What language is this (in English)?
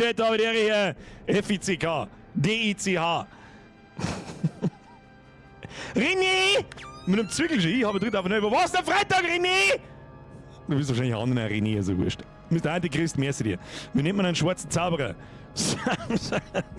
Bavarian